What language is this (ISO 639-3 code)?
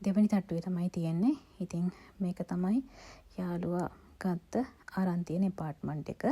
sin